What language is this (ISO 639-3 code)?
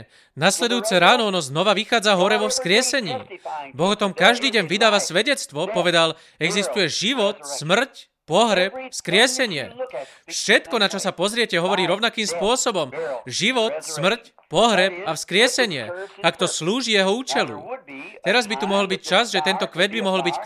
slk